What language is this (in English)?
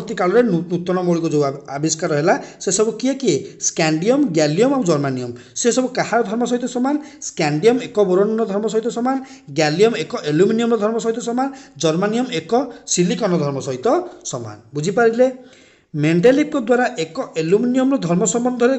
Odia